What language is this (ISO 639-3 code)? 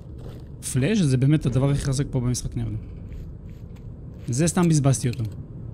heb